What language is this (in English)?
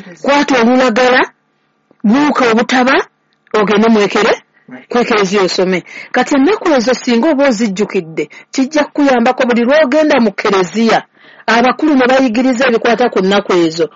Ganda